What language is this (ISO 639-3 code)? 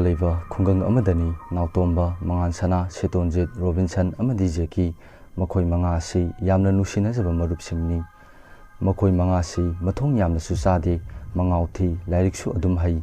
mni